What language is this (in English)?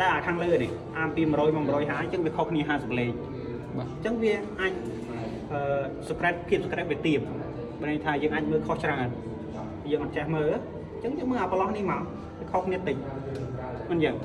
Khmer